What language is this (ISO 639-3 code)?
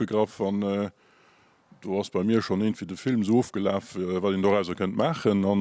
ltz